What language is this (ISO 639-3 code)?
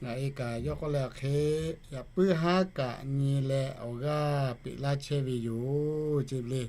lhu